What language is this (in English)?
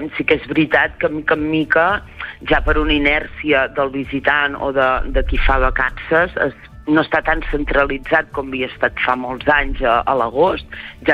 Catalan